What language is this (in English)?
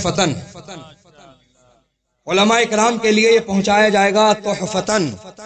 Urdu